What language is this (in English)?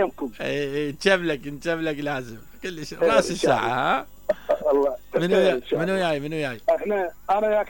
Mesopotamian Arabic